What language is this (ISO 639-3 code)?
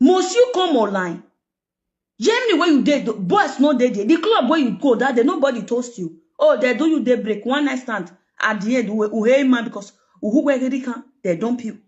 pcm